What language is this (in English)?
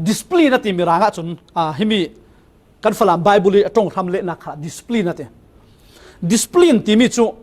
Falam Chin